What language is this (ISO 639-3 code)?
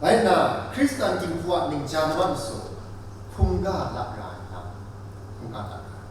kac